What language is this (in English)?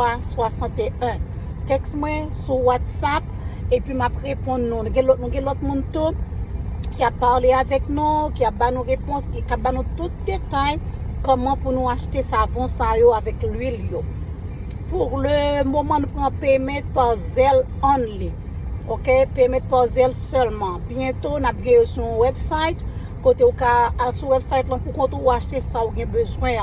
Haitian Creole